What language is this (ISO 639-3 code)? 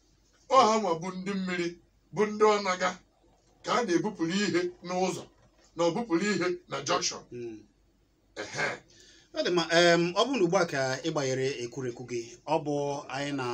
ibo